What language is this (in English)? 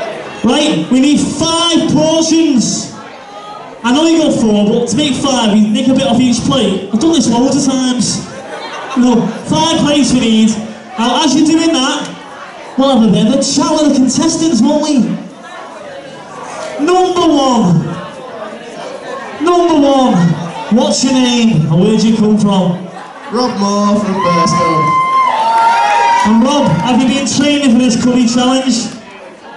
English